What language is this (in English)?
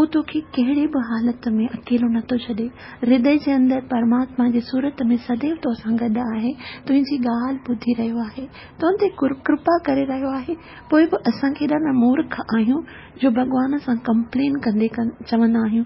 Sindhi